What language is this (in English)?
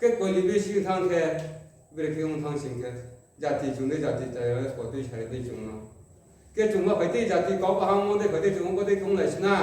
Riang (India)